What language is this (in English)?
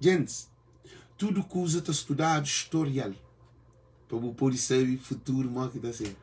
Kabuverdianu